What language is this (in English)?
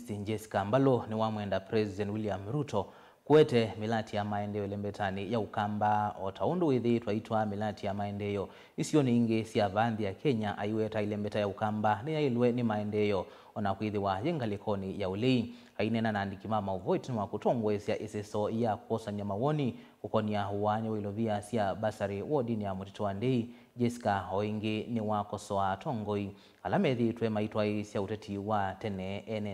Kamba